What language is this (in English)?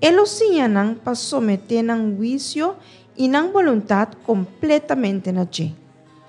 Papiamento